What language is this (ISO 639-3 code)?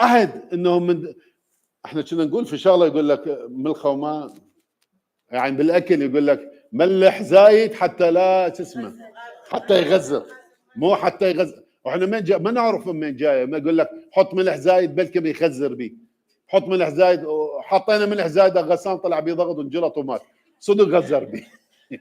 acm